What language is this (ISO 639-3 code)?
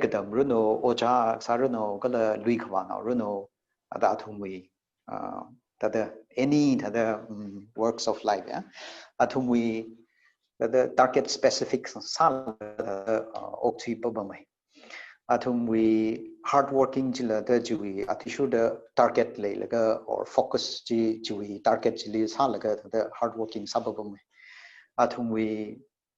nmf